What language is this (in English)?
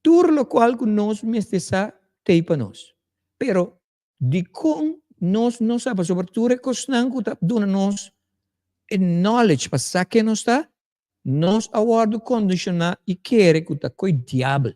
Papiamento